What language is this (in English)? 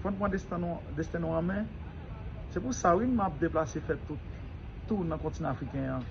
Haitian Creole